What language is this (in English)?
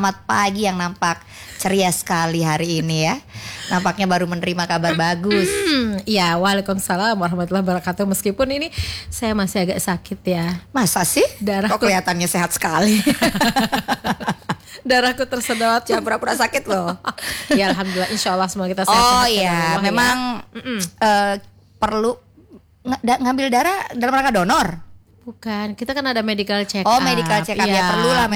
Indonesian